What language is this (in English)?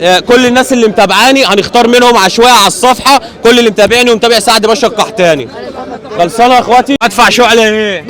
Egyptian Arabic